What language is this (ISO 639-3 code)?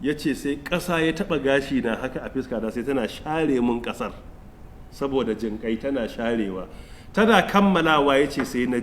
hau